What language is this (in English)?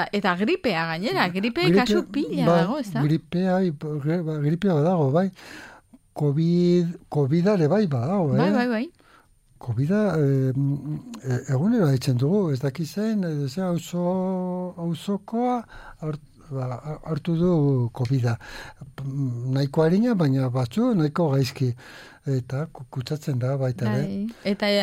Basque